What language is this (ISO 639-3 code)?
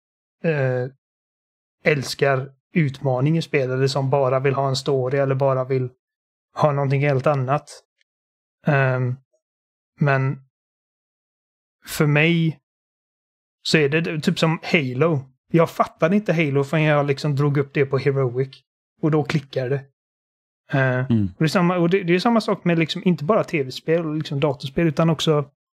swe